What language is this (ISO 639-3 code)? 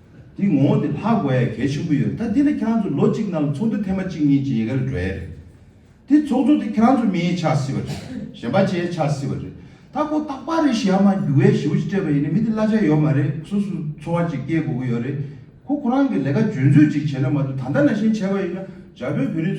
bod